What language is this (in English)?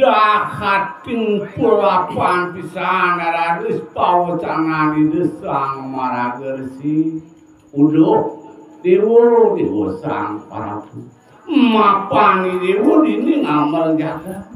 Balinese